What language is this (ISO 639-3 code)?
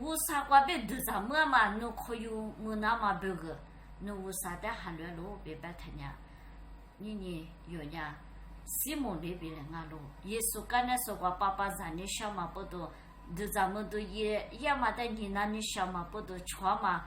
lis